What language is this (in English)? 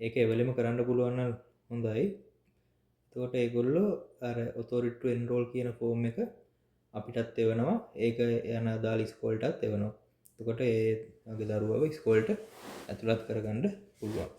Sinhala